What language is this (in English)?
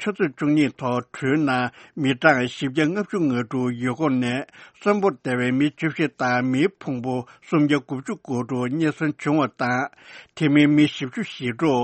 Tibetan